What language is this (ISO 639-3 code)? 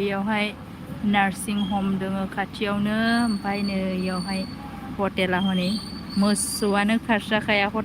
brx